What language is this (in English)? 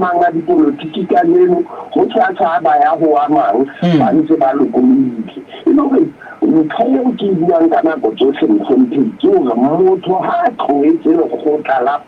Southern Sotho